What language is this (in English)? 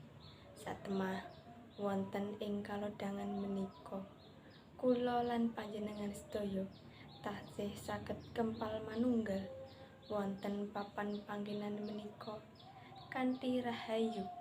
Javanese